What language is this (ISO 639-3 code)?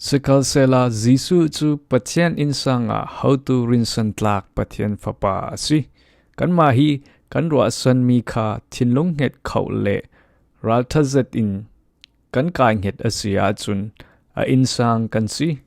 cfm